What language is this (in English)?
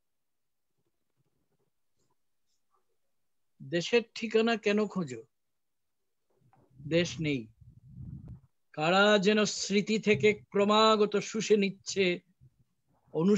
Bangla